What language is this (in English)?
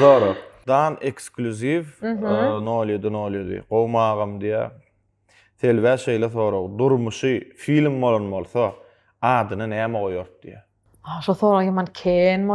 Turkmen